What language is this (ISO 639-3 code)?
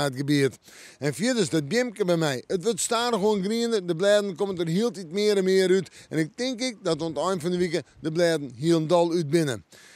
fry